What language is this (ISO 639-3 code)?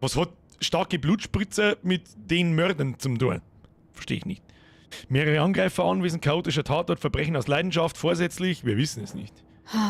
bar